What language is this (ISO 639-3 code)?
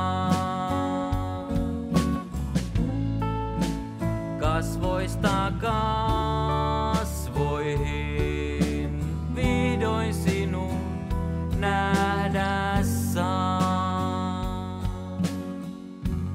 fin